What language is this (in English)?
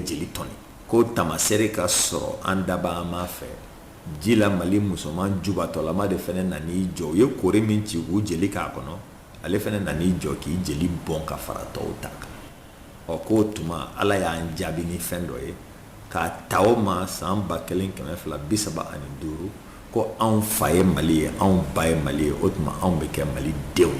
Bambara